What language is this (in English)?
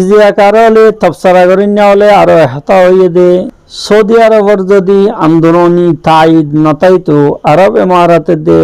Rohingya